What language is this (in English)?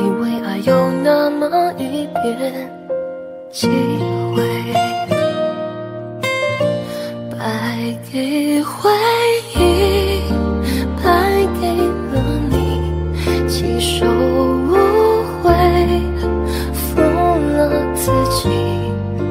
Chinese